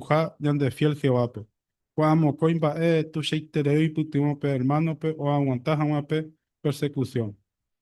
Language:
Guarani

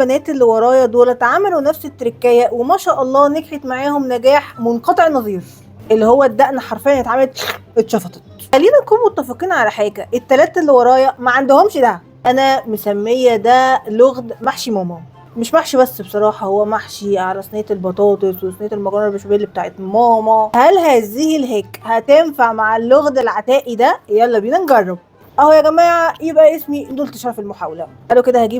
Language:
Egyptian Arabic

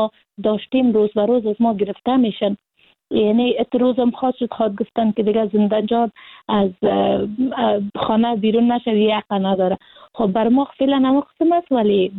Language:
Persian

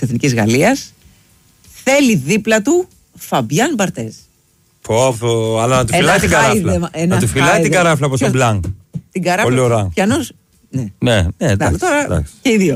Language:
Greek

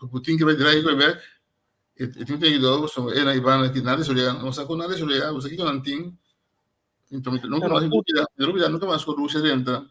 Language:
Papiamento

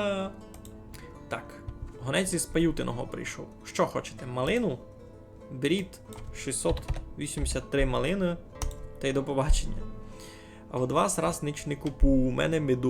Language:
Rusyn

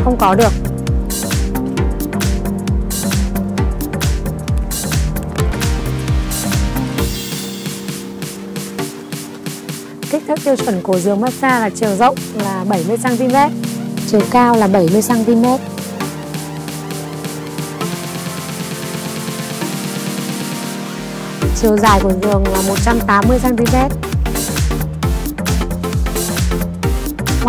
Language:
Vietnamese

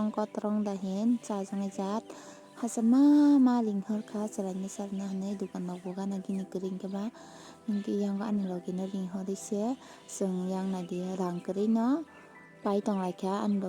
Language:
Kok Borok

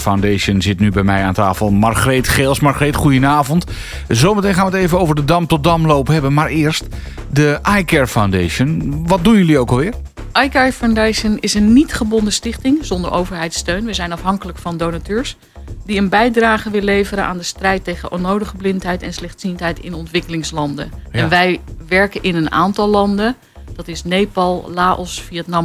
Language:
Dutch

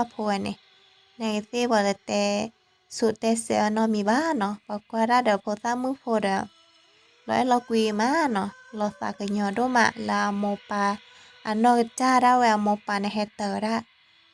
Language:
S'gaw Karen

